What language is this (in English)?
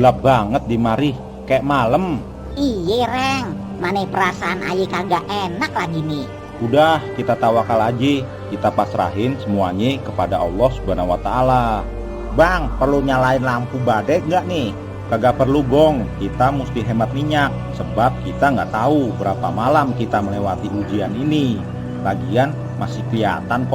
Betawi